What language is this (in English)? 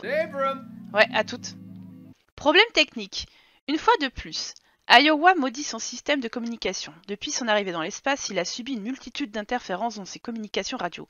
French